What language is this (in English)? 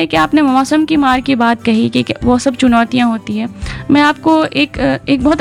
Hindi